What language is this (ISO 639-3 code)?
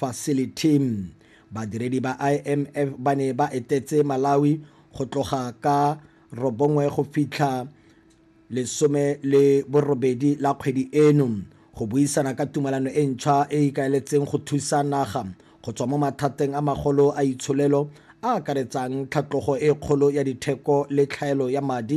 tsn